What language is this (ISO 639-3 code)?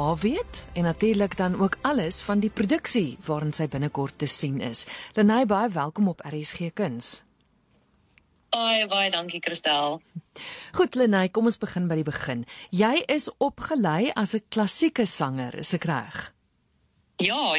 afr